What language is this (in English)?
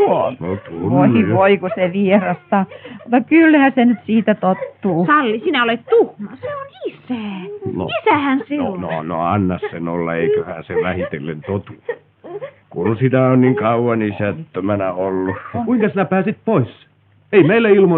Finnish